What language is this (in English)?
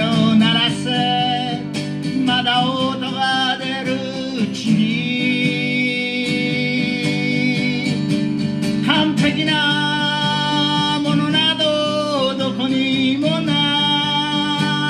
Japanese